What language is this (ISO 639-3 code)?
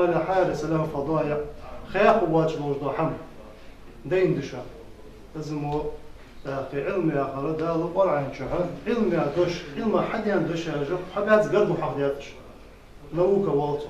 inh